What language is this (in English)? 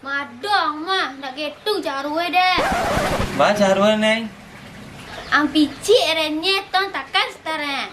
Minangkabau